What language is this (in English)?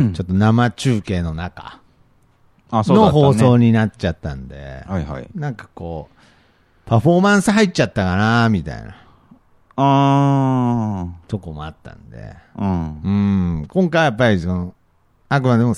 Japanese